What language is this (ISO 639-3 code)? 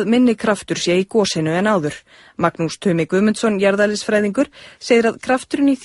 isl